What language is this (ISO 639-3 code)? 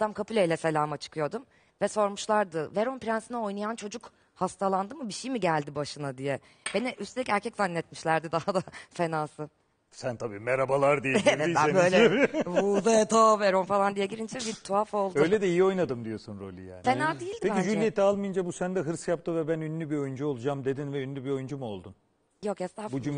tur